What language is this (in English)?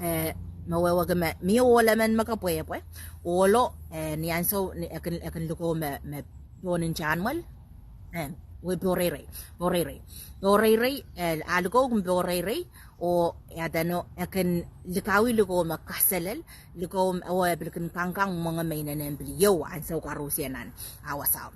Pohnpeian